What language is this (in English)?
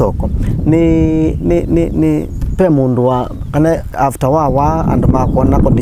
Kamba